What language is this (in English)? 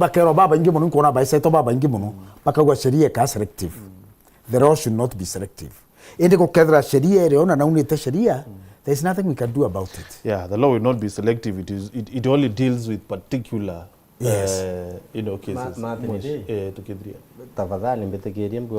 Meru